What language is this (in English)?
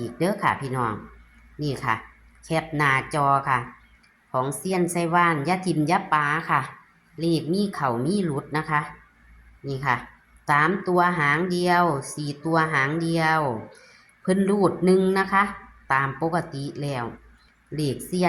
Northeastern Thai